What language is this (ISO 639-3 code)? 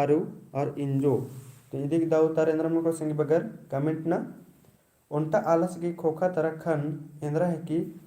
kru